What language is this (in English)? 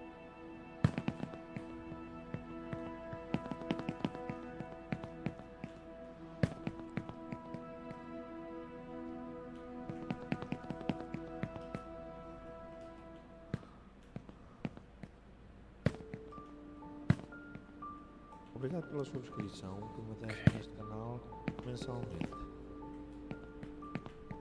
Portuguese